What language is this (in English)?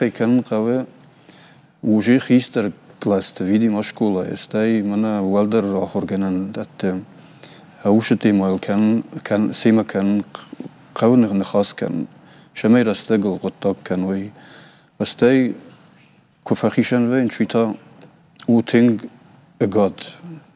Ossetic